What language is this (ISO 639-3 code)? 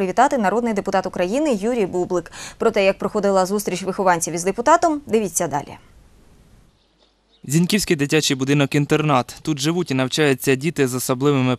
ukr